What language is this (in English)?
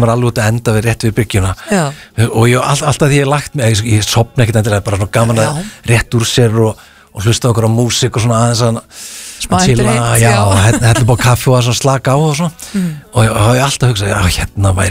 Icelandic